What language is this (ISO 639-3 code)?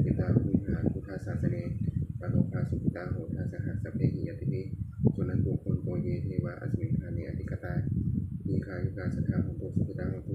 pli